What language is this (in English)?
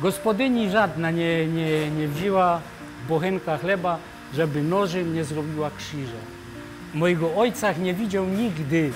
Silesian